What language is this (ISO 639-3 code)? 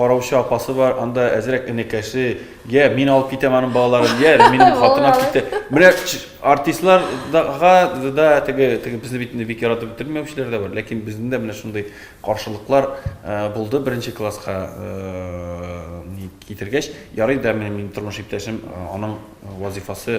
tat